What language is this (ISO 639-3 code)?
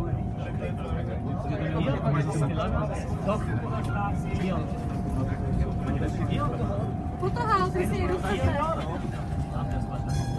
ces